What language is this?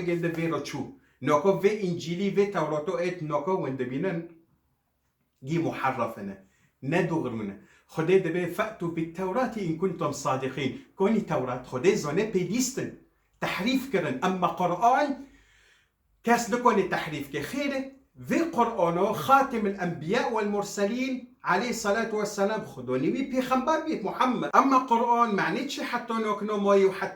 Kurdish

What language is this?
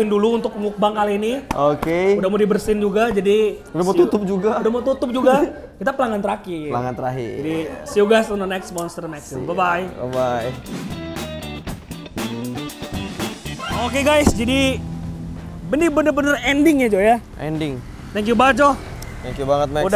Indonesian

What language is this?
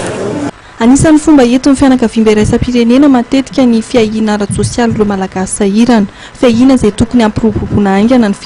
Malagasy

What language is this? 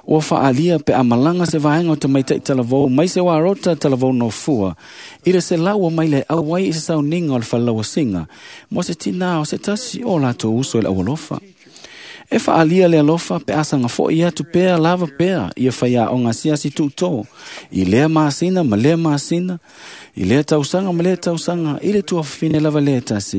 Samoan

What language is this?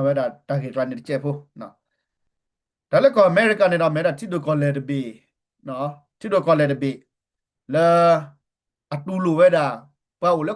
S'gaw Karen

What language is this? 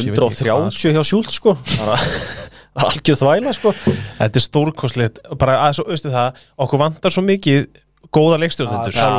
Icelandic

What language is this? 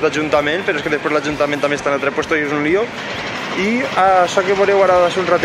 Catalan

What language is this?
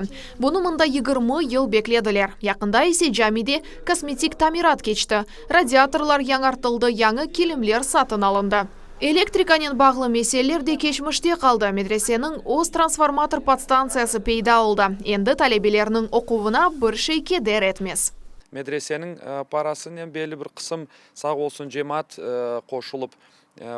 Crimean Tatar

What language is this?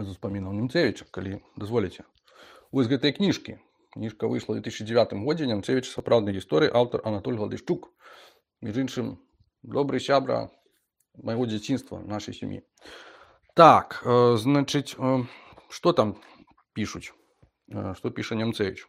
Belarusian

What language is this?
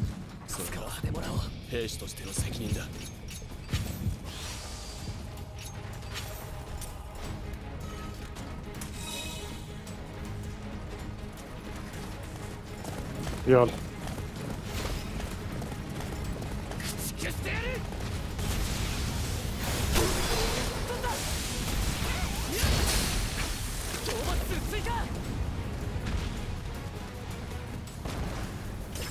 Japanese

